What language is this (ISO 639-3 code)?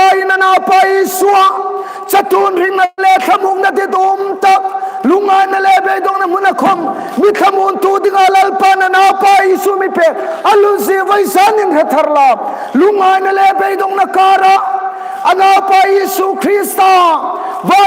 hmr